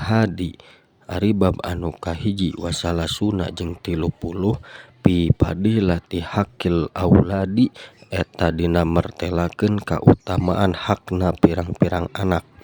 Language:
Sundanese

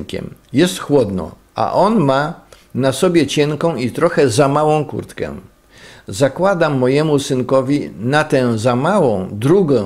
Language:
Polish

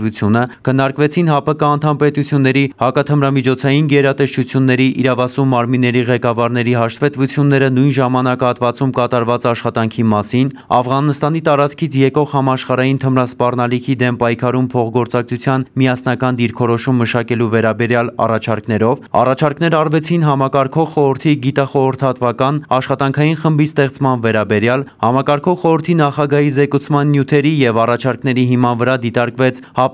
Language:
Armenian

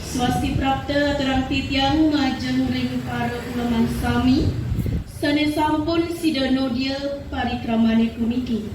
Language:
Balinese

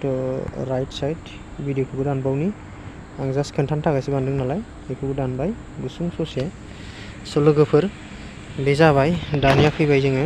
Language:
Bodo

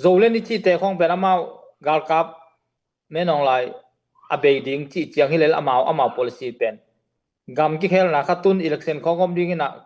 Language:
Tedim Chin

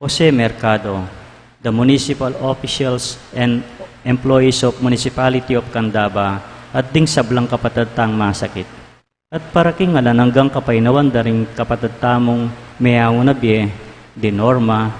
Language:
Pampanga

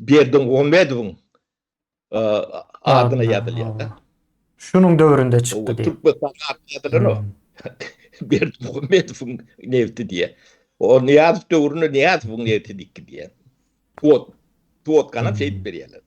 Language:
Turkmen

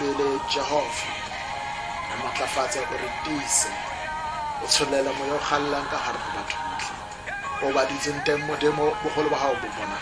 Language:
Tswana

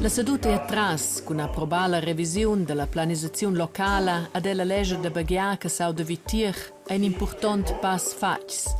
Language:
Romansh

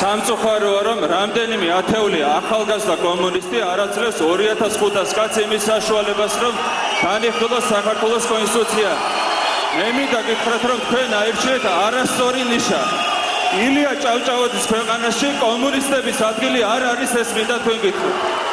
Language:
Georgian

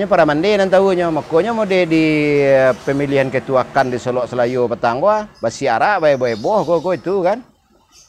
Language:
Minangkabau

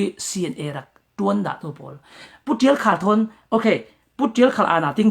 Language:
Falam Chin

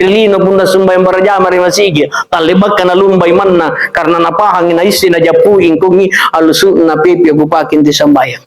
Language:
Makasar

